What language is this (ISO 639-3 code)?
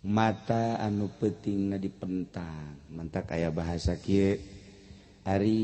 sun